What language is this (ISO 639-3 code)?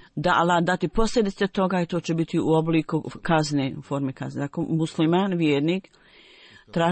bos